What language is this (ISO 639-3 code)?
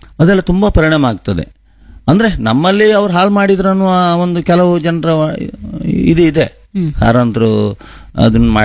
kan